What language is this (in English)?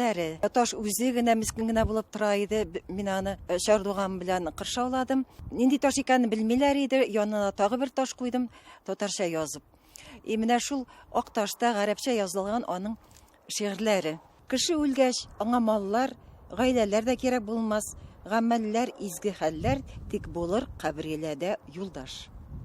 Tatar